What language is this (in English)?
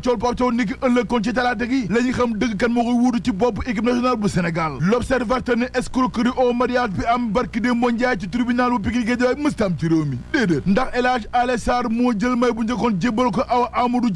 Wolof